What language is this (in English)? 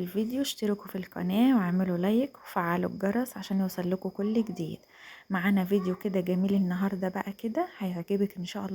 Egyptian Arabic